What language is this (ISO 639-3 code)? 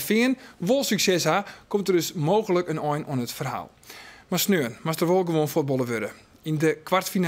fry